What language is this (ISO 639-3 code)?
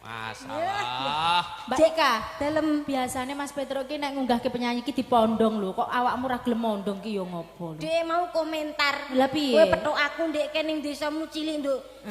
jav